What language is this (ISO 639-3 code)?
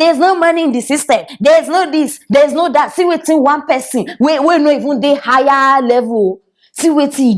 pcm